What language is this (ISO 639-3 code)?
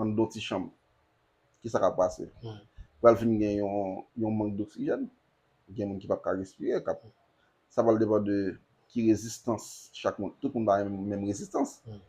hat